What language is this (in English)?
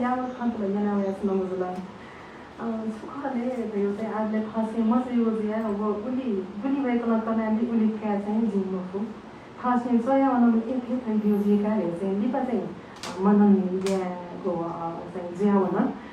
Newari